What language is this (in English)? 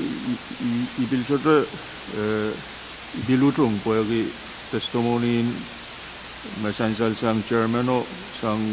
Pohnpeian